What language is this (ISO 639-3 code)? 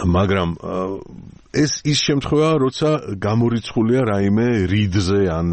kat